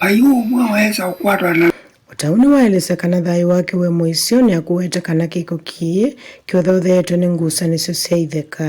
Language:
Kamba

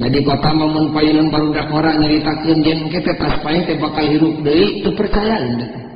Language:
Sundanese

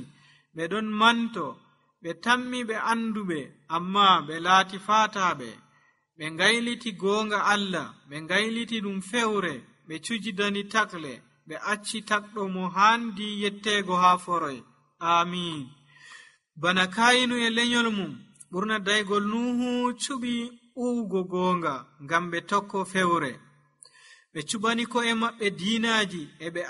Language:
Nigerian Fulfulde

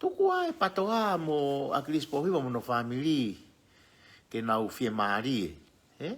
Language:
Tongan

